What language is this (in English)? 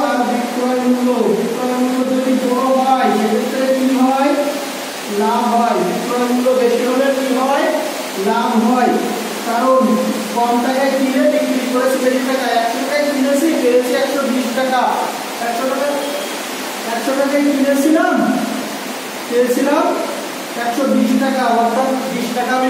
Bangla